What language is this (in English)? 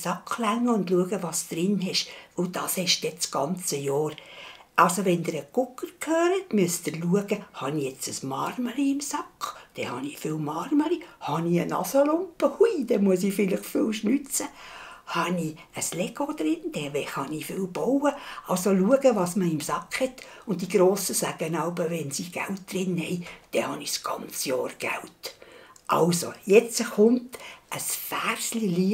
Swiss German